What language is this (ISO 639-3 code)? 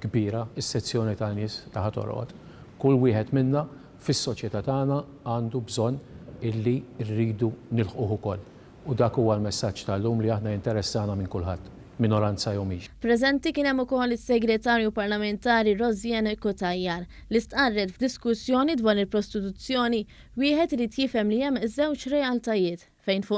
mlt